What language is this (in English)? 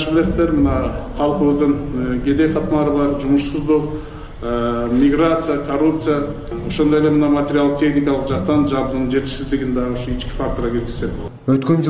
Kyrgyz